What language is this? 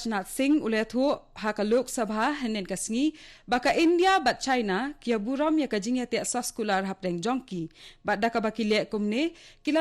Khasi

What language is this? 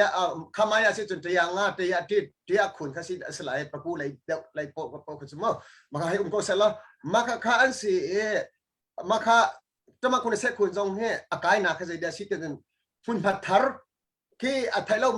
Hakha Chin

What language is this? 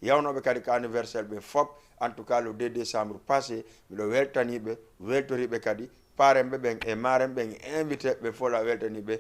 Fula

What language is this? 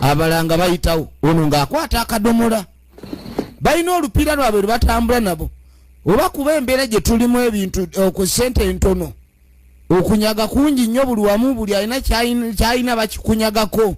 Ganda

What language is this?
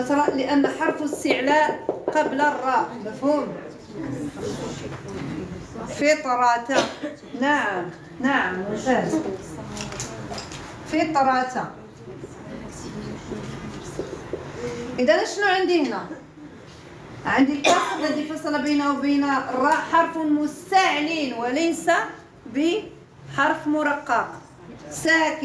Arabic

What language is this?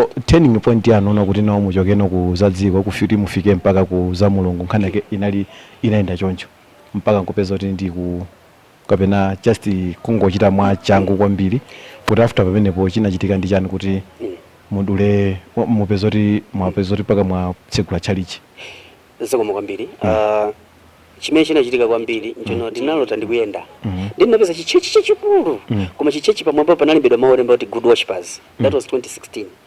Nyanja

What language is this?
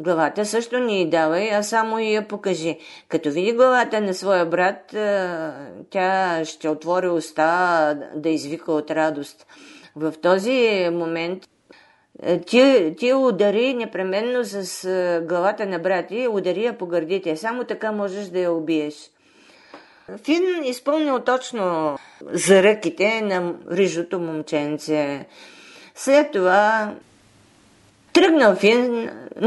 Bulgarian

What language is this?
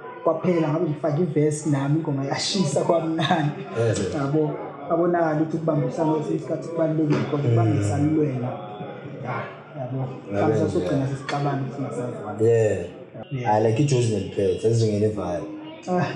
Zulu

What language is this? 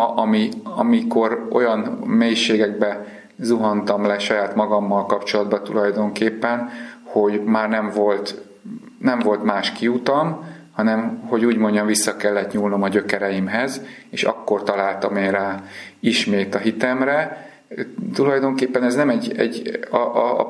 Hungarian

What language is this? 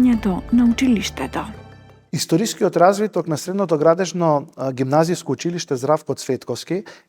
Macedonian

